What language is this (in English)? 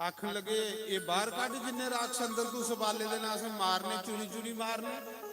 Dogri